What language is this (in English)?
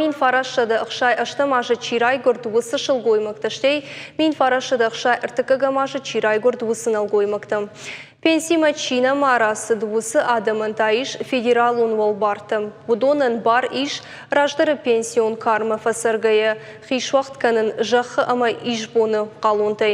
Ossetic